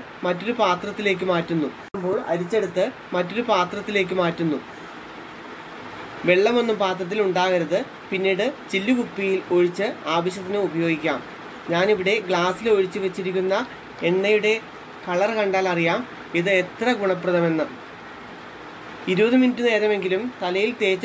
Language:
Malayalam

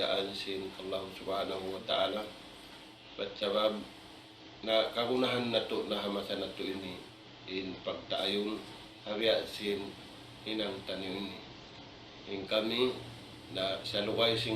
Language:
Tausug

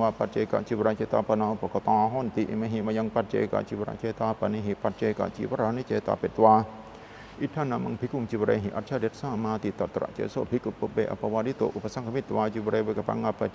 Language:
Pali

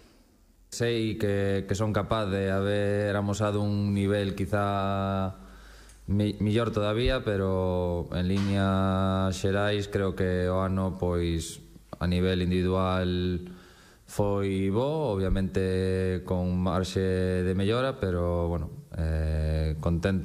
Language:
Galician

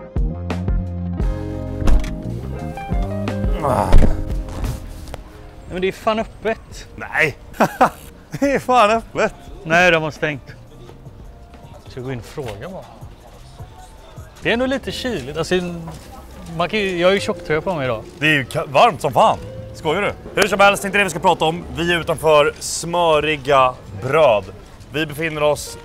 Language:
Swedish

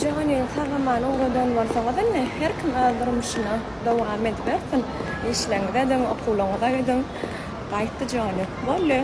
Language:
Turkmen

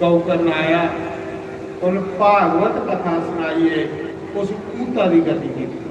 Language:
Dogri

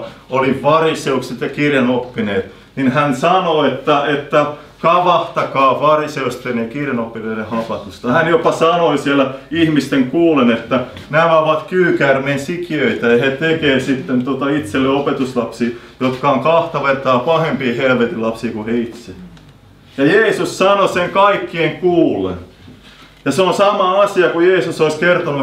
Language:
Finnish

